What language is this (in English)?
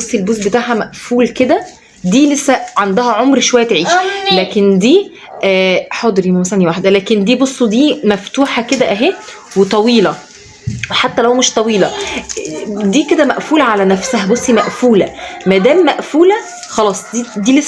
Egyptian Arabic